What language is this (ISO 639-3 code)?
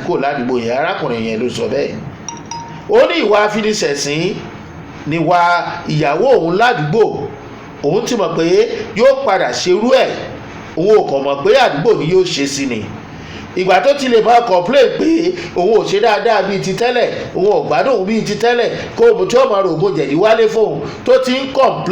yor